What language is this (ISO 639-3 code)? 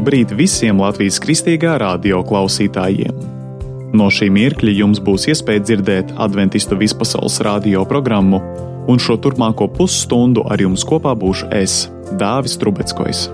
lav